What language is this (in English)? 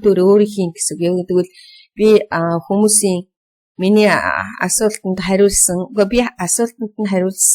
Mongolian